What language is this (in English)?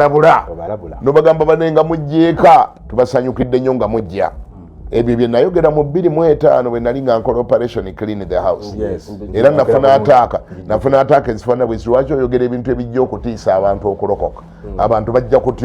Ganda